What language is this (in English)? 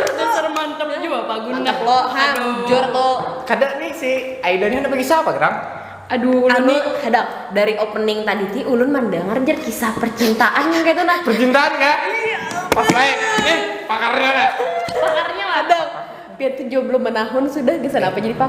Banjar